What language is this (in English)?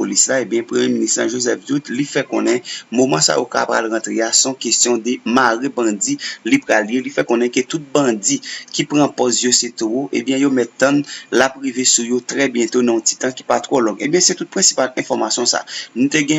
Haitian Creole